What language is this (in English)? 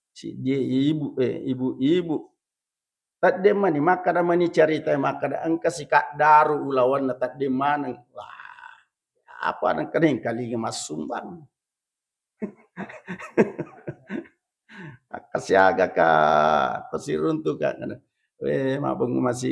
Buginese